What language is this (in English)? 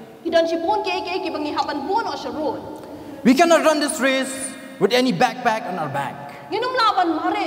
Khasi